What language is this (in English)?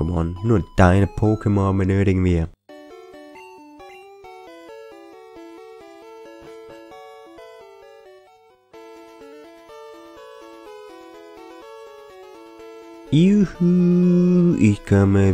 German